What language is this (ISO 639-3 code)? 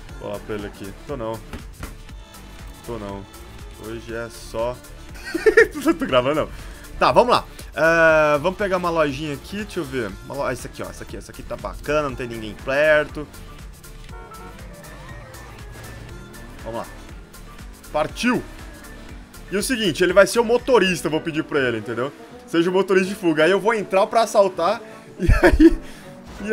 por